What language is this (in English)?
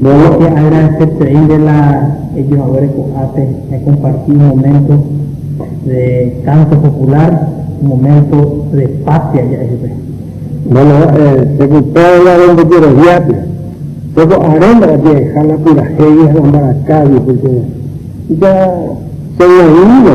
Guarani